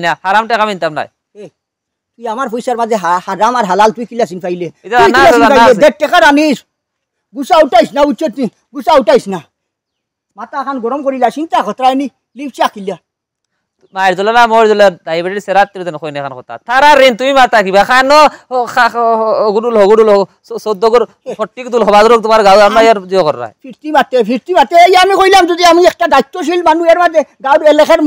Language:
Sylheti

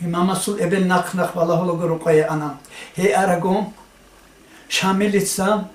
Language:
Avaric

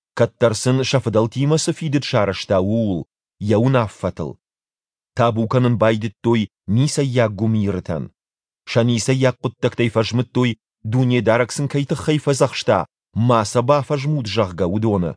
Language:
Ossetic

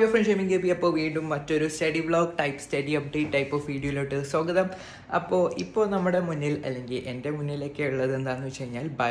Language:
Malayalam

